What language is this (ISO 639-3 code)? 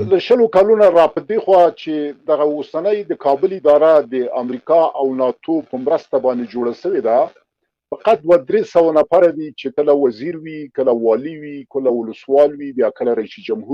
pus